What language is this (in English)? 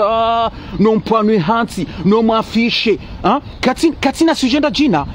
Ngazidja Comorian